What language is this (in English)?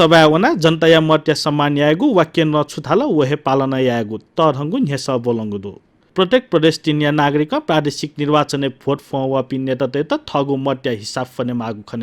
Newari